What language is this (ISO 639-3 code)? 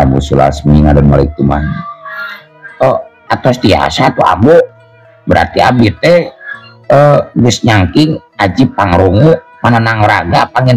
sun